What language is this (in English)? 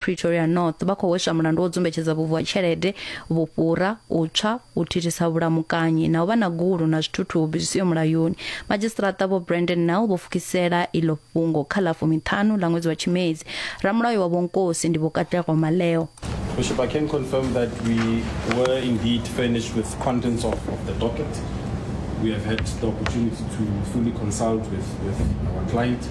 Venda